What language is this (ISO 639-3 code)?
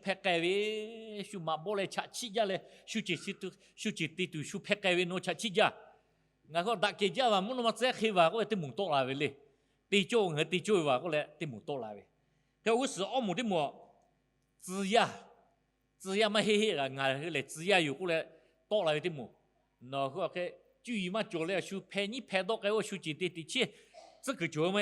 lhu